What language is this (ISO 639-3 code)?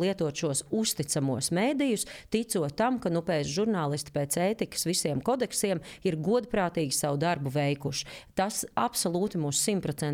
lav